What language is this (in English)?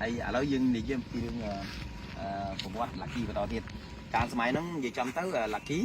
Khmer